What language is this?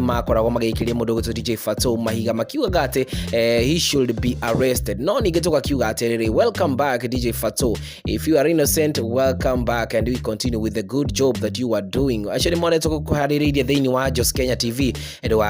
Kikuyu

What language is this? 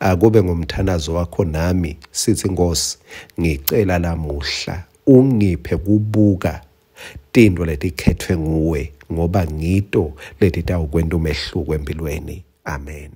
Swati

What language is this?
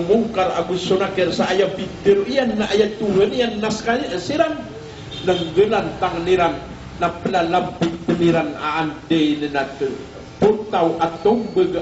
Maranao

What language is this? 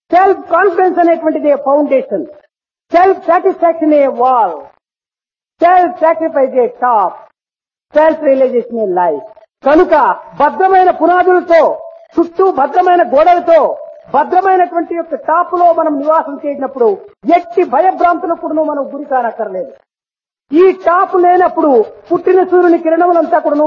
Telugu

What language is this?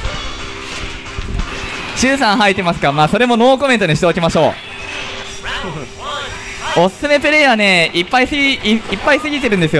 Japanese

